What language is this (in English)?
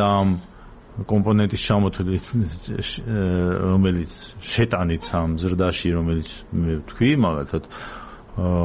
Georgian